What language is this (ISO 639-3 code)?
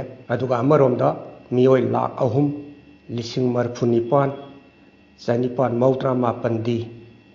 mni